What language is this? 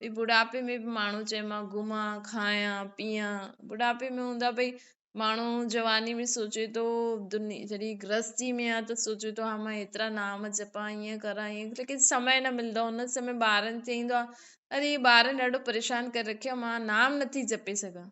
Sindhi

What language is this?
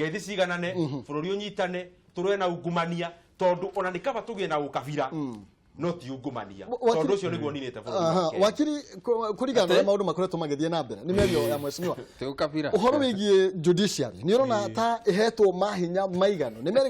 Kikuyu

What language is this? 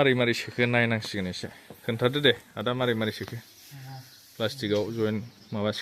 Bodo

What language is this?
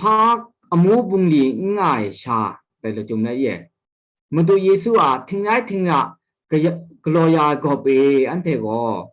Kachin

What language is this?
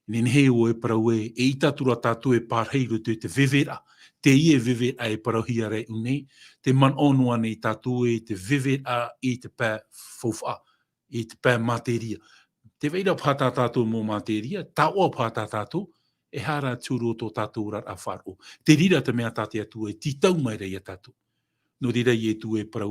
Tahitian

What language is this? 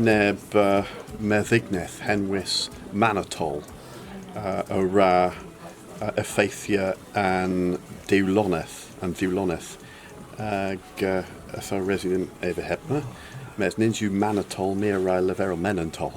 Cornish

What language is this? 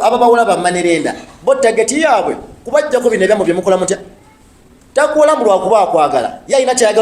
Ganda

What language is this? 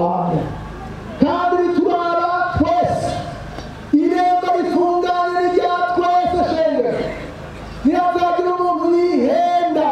Rundi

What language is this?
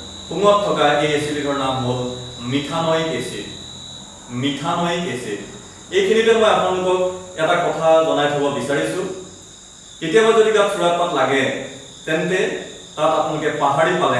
Assamese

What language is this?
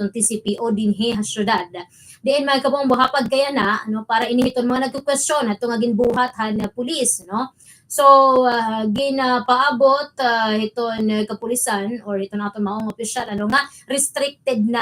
Waray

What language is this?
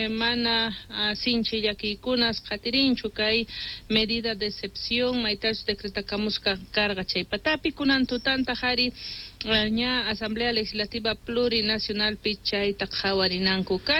South Bolivian Quechua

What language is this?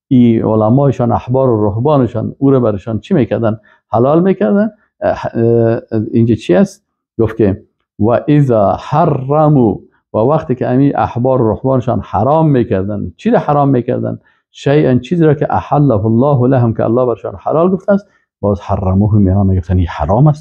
Persian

